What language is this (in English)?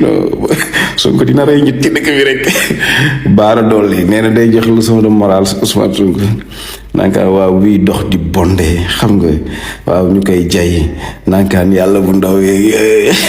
Wolof